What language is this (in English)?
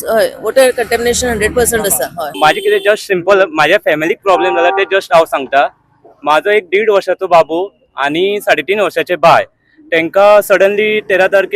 Konkani